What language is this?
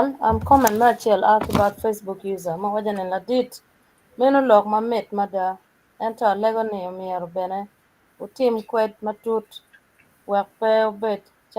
Acoli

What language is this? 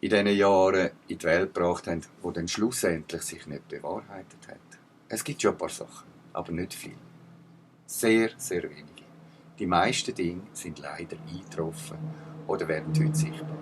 Swiss German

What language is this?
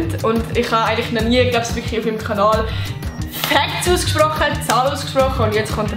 Swiss German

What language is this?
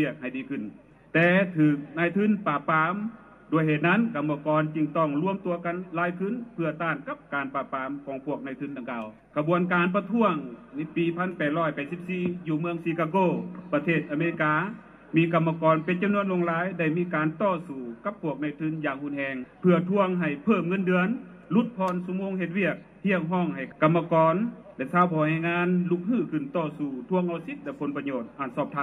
Lao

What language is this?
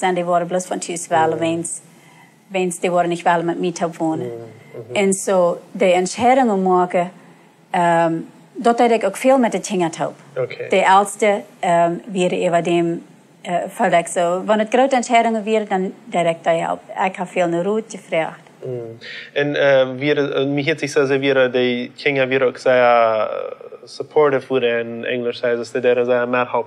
Plautdietsch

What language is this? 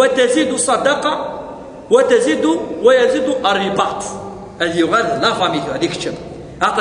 Kabyle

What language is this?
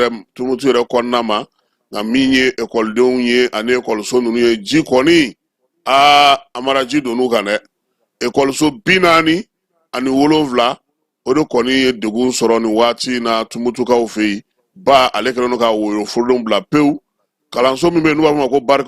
Bambara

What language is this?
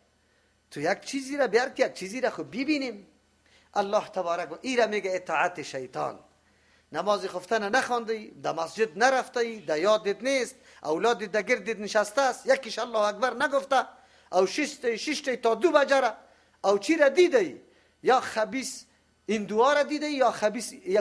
Persian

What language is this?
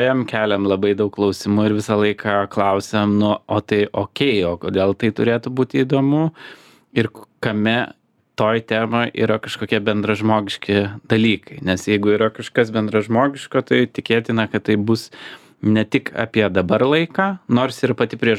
Lithuanian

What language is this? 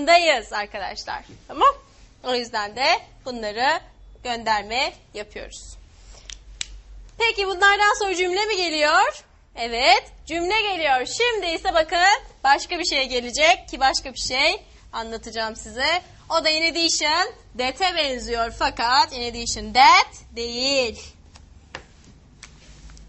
Turkish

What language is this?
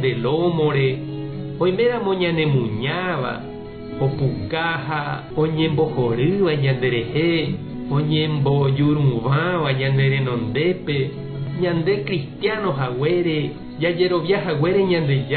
Guarani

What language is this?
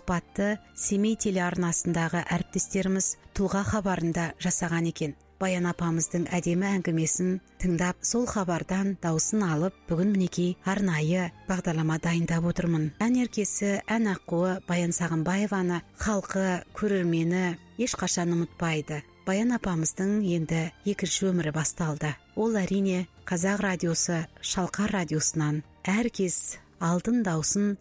Kazakh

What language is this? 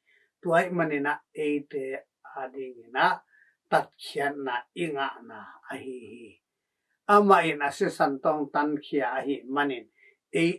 Tedim Chin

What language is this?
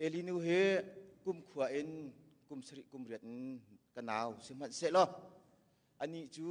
Hakha Chin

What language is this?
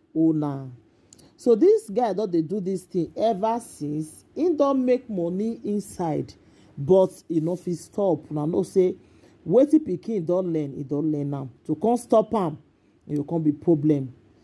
Nigerian Pidgin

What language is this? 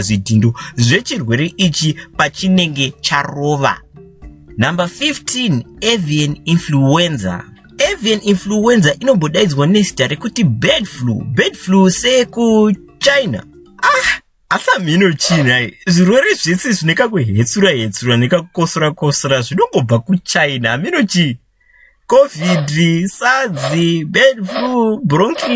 Shona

